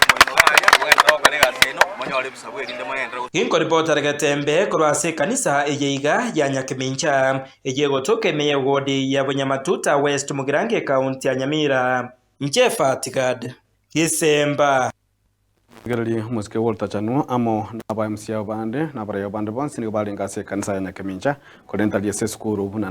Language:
Gusii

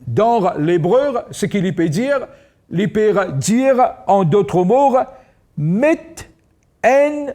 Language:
Morisyen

